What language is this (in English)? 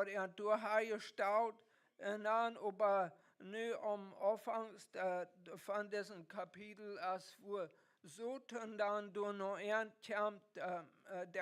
Plautdietsch